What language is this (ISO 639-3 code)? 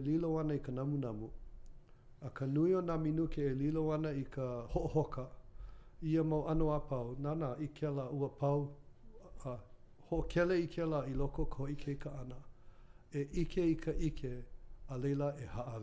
haw